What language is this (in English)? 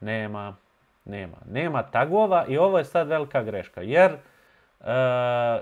Bosnian